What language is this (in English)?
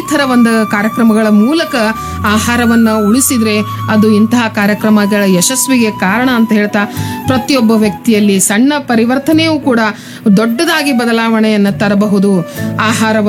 Kannada